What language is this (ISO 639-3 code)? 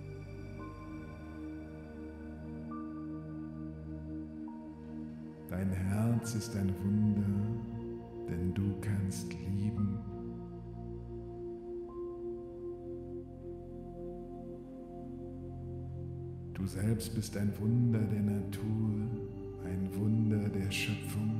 deu